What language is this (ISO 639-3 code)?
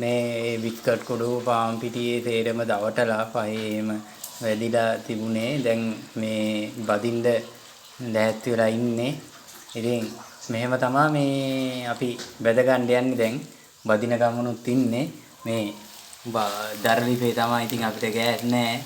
sin